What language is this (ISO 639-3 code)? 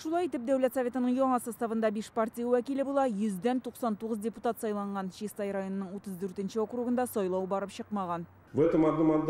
tat